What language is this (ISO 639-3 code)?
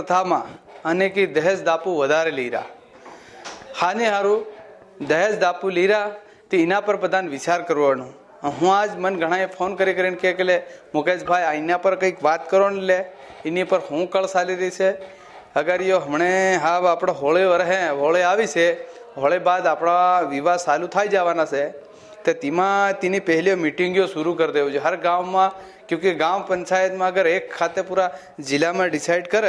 guj